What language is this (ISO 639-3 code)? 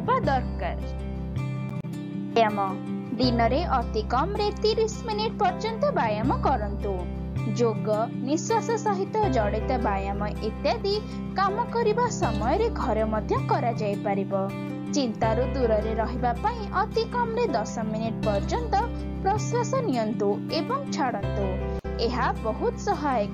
ori